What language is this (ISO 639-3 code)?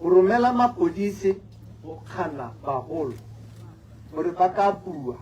tsn